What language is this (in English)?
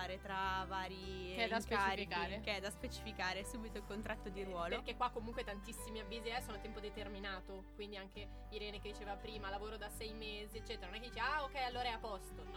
Italian